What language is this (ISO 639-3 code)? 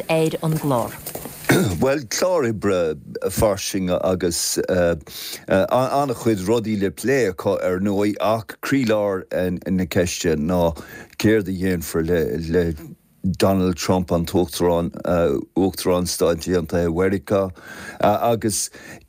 gle